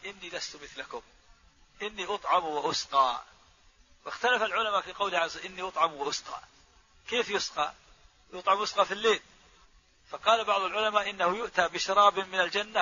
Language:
Arabic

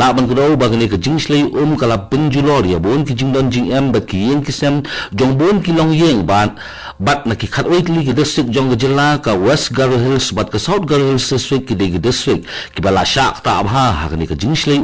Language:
Khasi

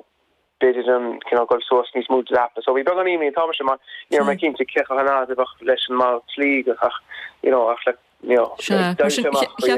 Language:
Irish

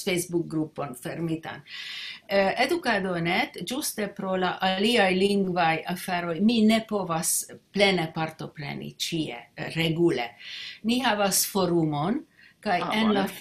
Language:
Esperanto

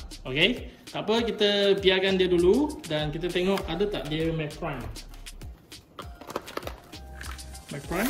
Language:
Malay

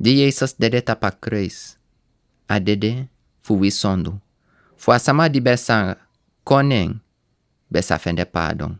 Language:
Sranan Tongo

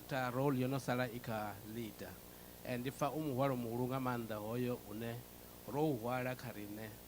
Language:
Venda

